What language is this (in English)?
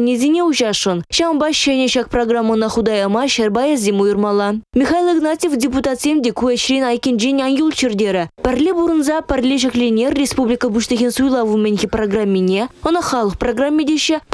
Chuvash